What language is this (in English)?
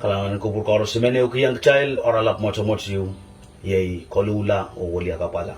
Pohnpeian